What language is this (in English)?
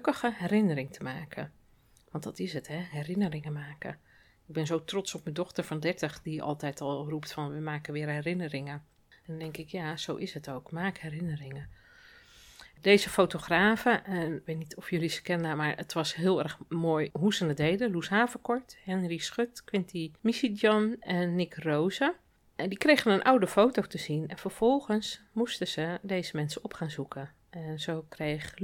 Dutch